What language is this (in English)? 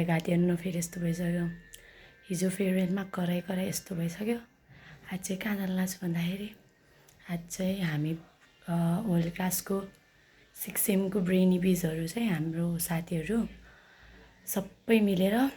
Nepali